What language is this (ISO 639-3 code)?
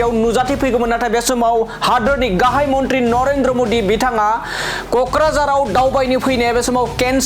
brx